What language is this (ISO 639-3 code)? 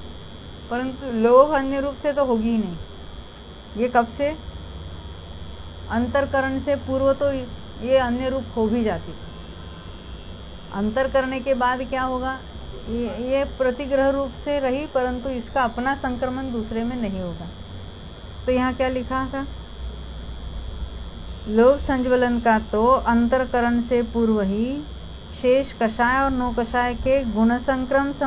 hin